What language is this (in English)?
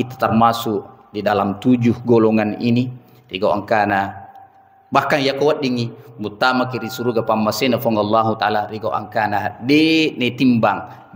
Buginese